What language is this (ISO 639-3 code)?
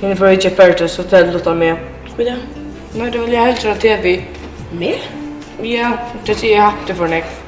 fao